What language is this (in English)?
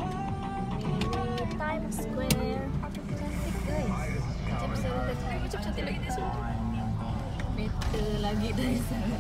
Malay